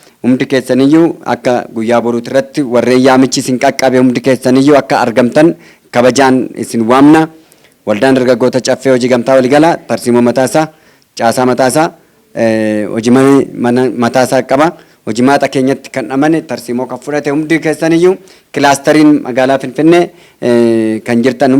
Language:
Oromo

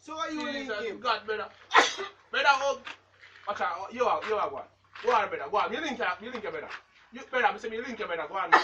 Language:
Jamaican Creole English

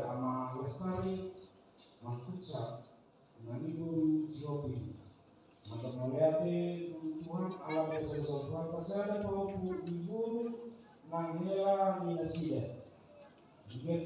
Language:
Batak Toba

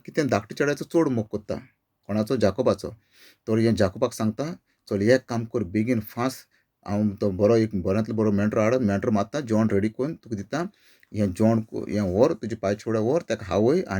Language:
Konkani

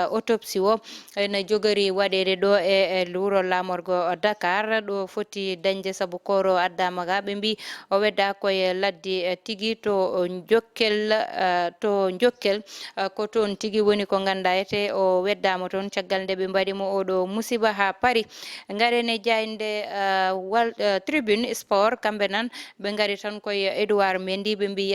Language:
Fula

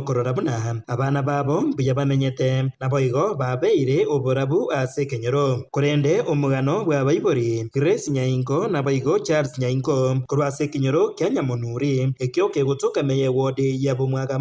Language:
Gusii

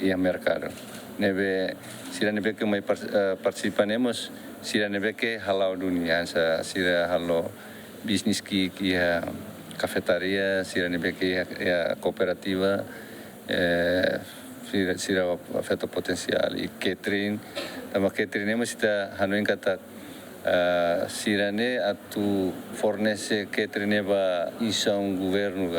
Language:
Tetum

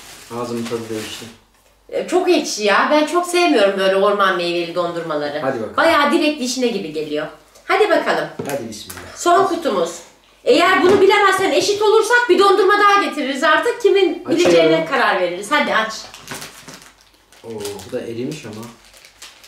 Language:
Turkish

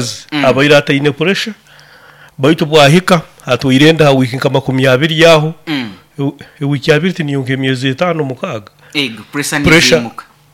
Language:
Nyoro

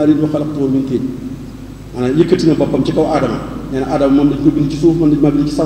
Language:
Wolof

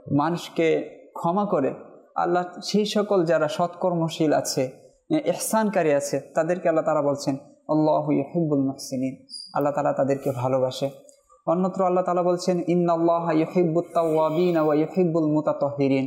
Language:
Bangla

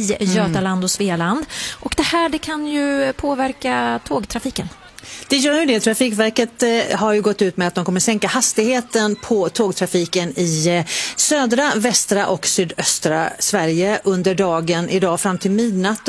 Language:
Swedish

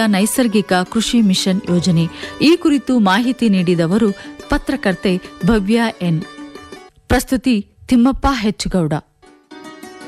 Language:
Kannada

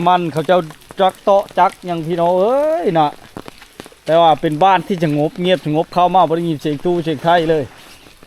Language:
Lao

